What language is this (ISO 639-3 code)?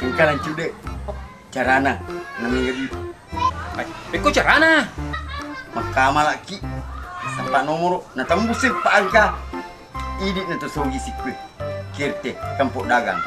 bug